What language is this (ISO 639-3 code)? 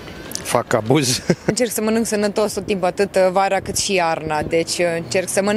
ron